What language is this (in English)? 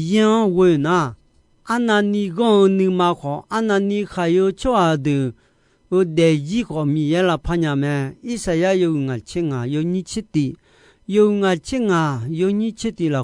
Akha